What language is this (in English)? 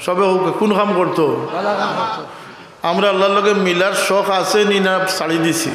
Sylheti